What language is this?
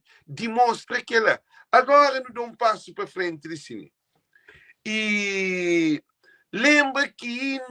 Kabuverdianu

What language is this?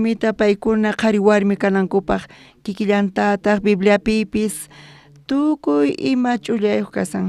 South Bolivian Quechua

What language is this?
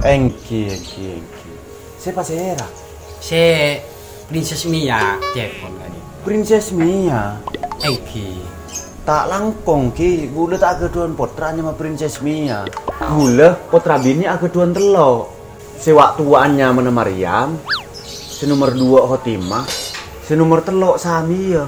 Madurese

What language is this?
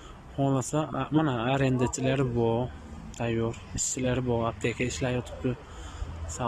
Uzbek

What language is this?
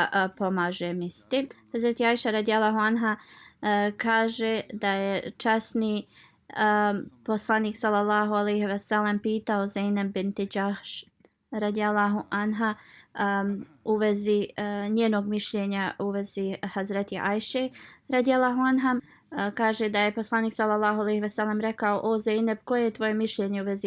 Bosnian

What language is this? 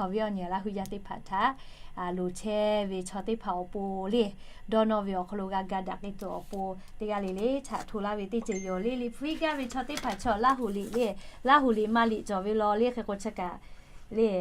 Lahu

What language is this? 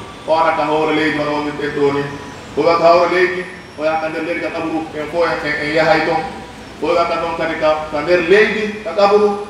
Pular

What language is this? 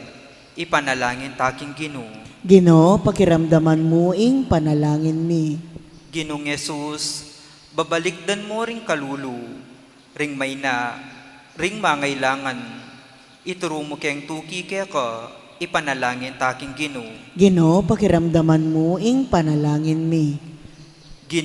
Pampanga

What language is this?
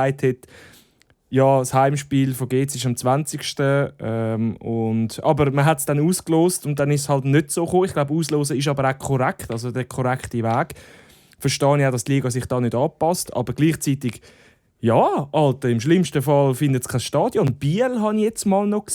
Swiss German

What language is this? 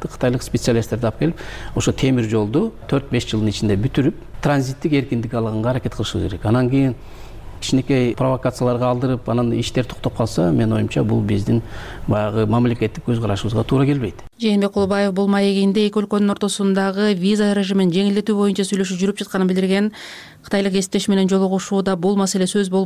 Kyrgyz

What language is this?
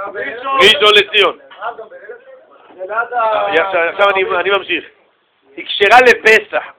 Hebrew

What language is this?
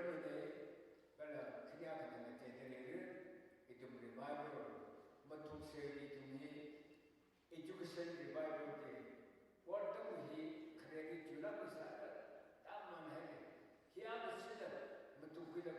Tangkhul Naga (India)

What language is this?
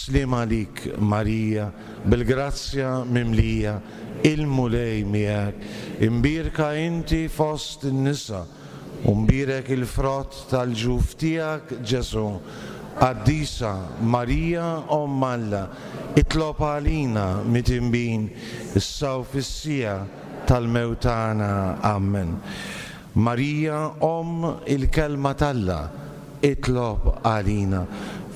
Maltese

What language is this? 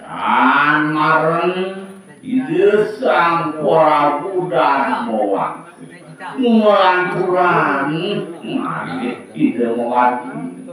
Balinese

